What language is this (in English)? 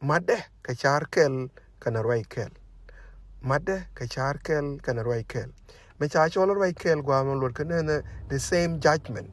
Nuer